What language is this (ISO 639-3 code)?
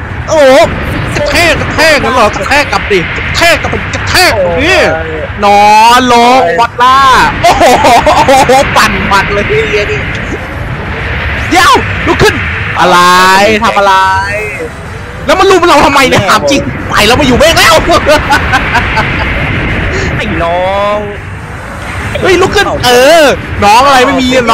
tha